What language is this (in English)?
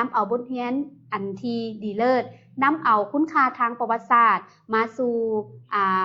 Lao